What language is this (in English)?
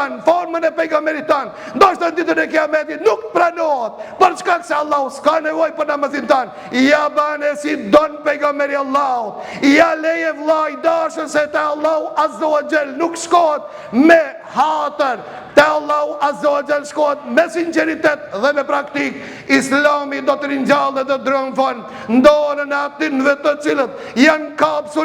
Albanian